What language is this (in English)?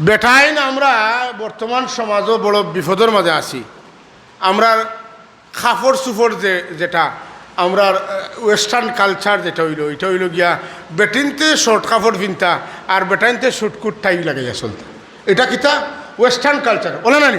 Sylheti